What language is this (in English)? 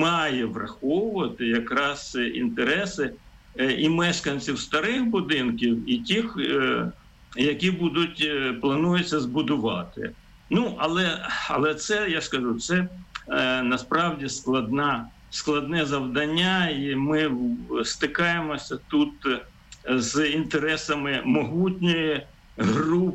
Ukrainian